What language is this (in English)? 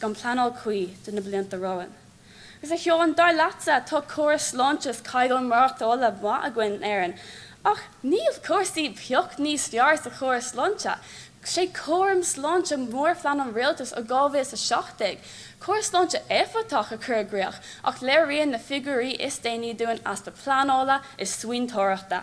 Irish